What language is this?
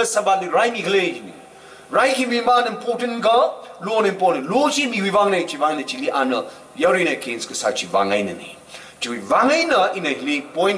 Tangkhul Naga (India)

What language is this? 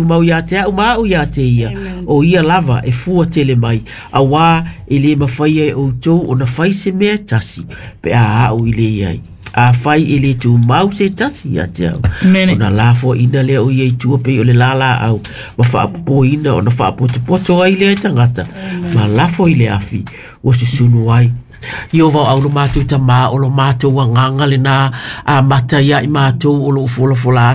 Samoan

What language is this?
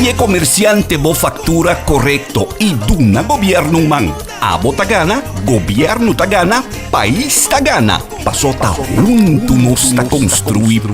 Papiamento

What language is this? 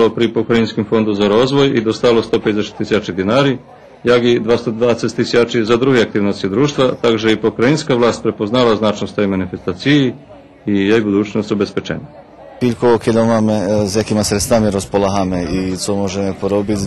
Rusyn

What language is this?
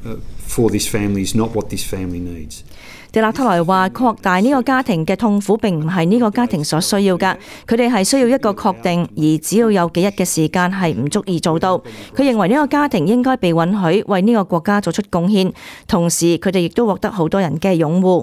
Cantonese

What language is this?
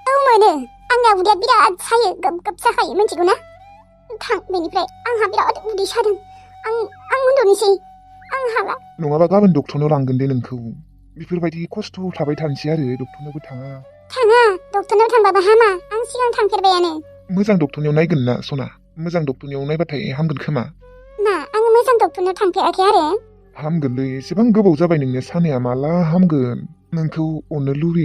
Bodo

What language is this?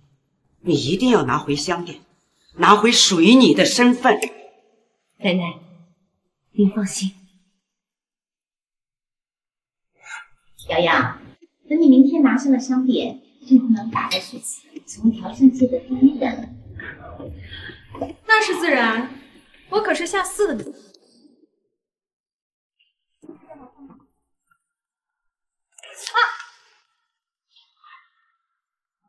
Chinese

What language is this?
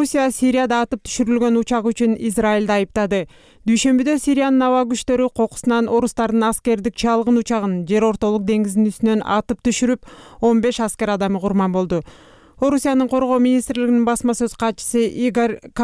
Kyrgyz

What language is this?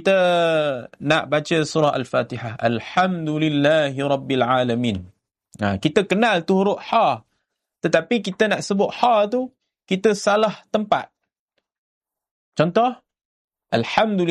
Malay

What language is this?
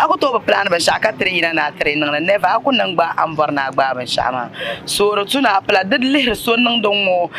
Dagbani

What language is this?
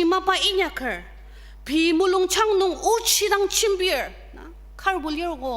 Ao Naga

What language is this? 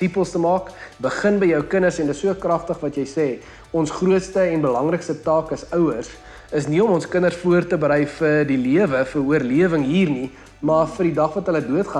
Afrikaans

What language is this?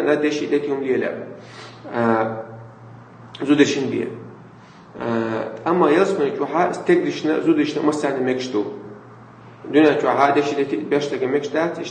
Chechen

